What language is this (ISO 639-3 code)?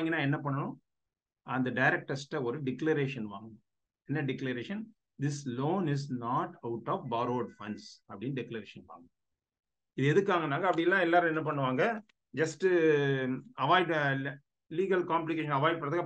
tam